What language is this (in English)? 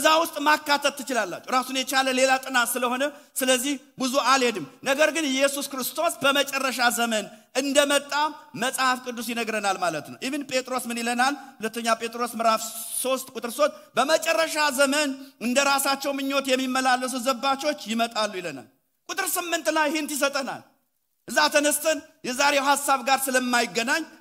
Amharic